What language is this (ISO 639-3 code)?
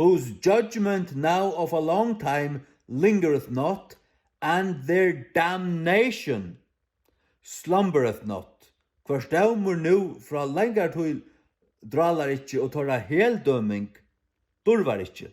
fao